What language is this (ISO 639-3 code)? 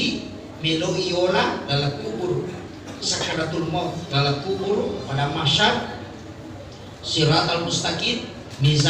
bug